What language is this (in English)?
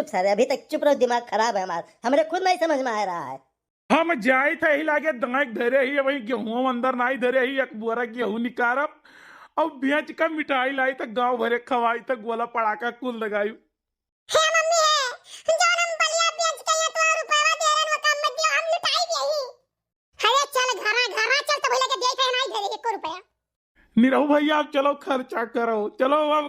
Awadhi